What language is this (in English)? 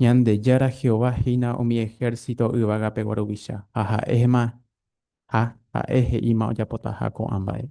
Guarani